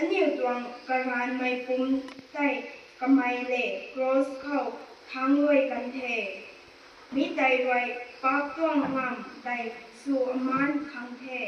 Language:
Rongmei Naga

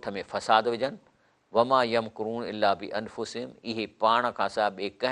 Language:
Sindhi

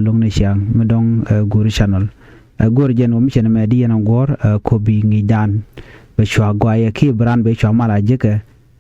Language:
Nuer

